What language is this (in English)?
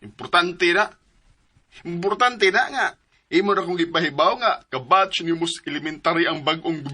Cebuano